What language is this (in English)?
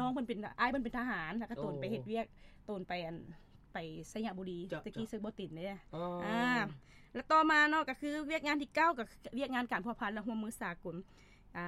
Lao